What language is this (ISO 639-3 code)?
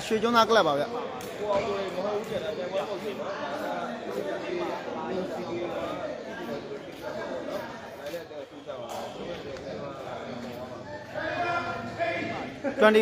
mya